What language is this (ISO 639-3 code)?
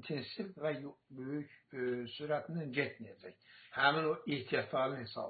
aze